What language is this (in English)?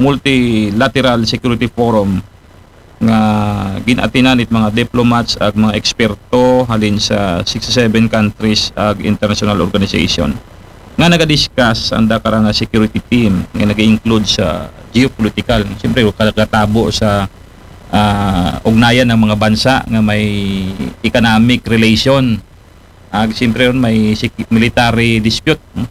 Aklanon